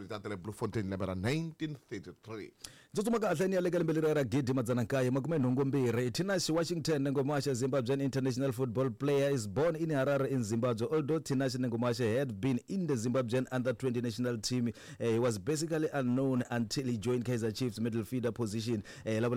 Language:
Tsonga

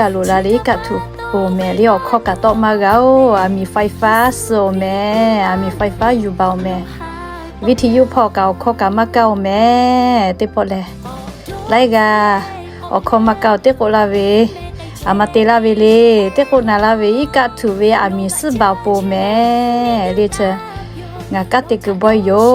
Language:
Lahu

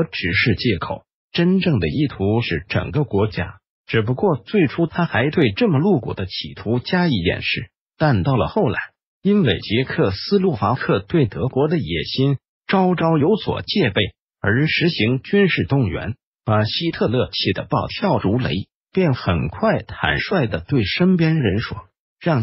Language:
Chinese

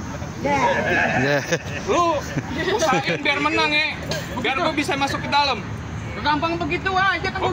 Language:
Betawi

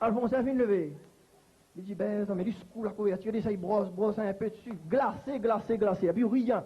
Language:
Réunion Creole French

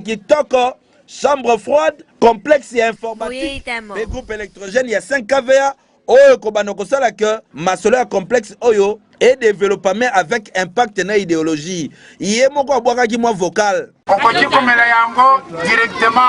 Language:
Lingala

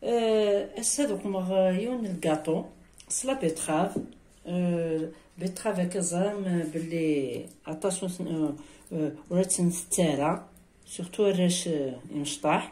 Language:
Kabyle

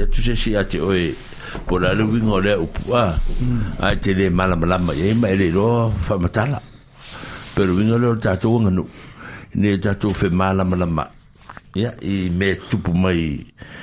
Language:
Samoan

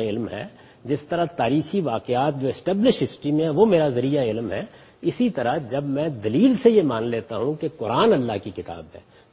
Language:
Urdu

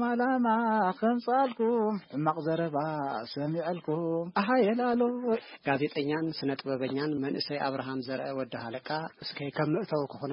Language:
Tigrinya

